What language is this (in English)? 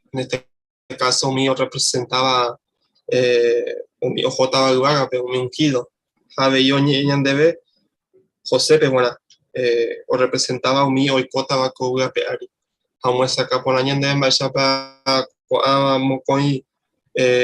Guarani